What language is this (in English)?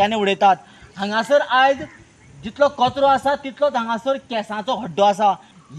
Konkani